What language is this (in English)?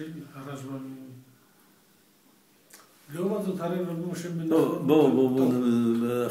Hebrew